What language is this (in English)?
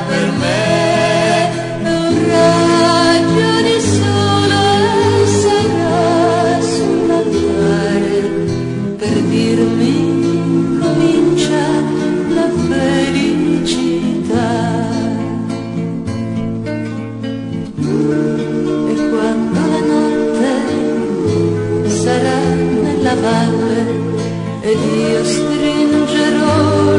Italian